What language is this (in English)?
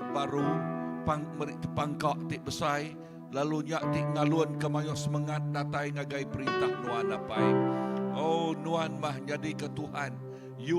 Iban